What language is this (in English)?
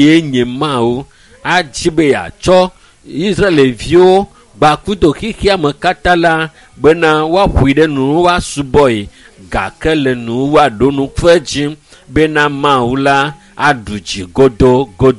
Ewe